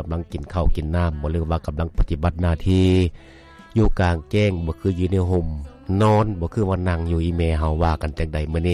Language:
Lao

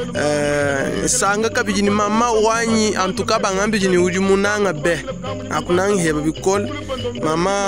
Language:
Luba-Lulua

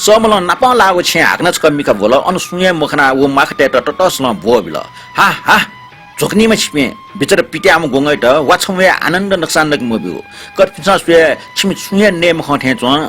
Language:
Newari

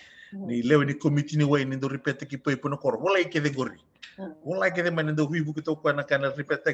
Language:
Fijian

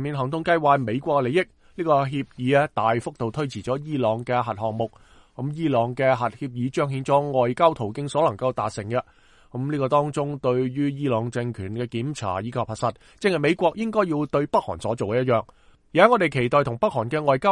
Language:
Cantonese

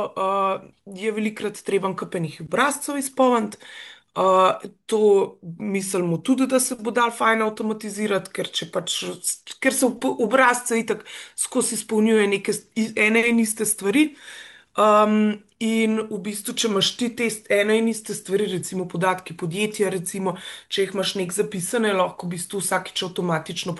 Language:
Slovenian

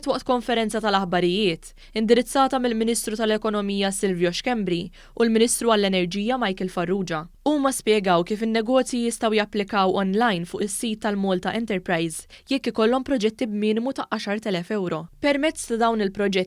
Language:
Maltese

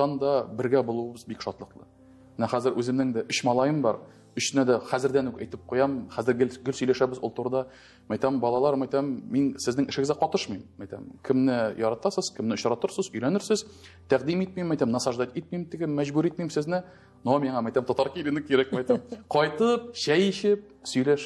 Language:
Tatar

